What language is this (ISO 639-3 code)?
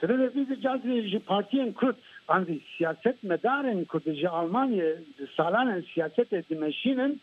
kur